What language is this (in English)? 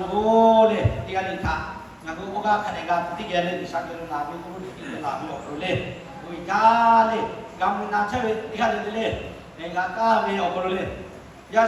Lahu